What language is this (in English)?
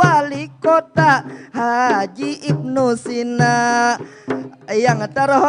Banjar